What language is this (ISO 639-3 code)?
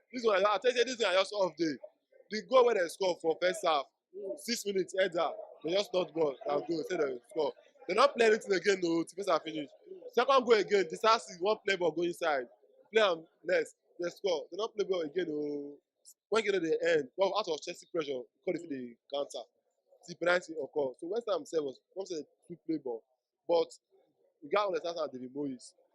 pcm